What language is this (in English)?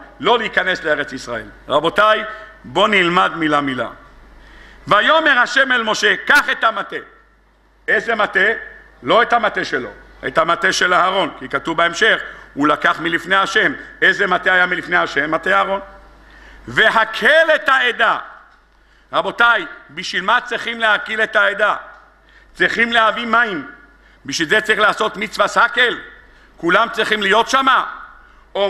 Hebrew